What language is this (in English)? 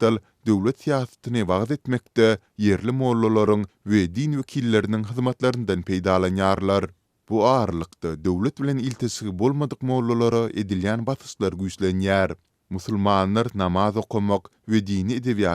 Turkmen